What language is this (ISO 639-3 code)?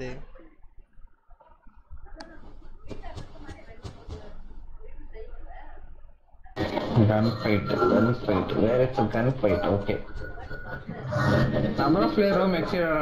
tam